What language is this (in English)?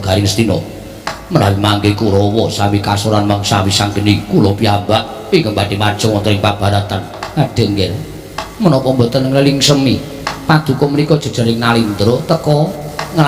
Javanese